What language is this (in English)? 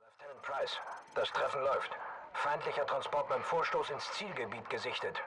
Swiss German